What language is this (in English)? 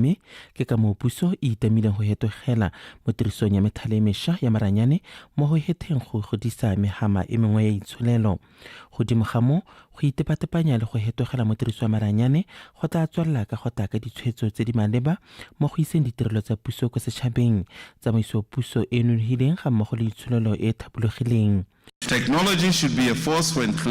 Tswana